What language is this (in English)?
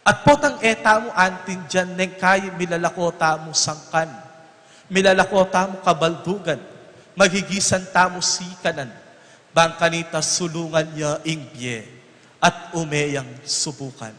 Pampanga